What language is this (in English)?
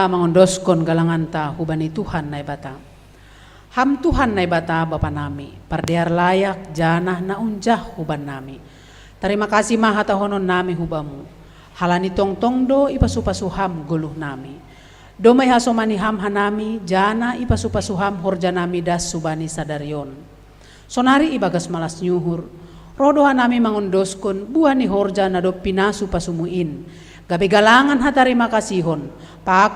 Batak Simalungun